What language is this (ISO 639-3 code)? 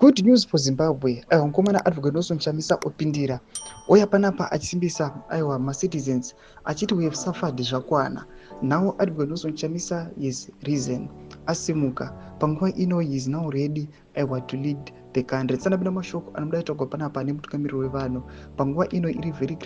sna